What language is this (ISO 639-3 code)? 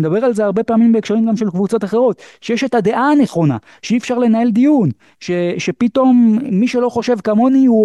heb